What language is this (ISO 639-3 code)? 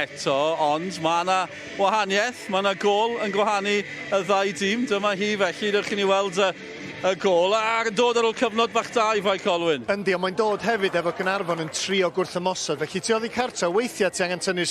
cym